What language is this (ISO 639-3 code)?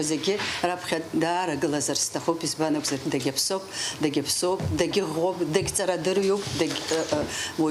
abk